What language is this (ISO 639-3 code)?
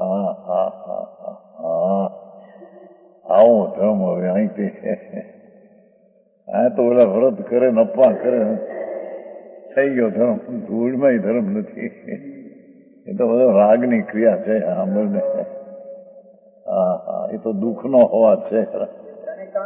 guj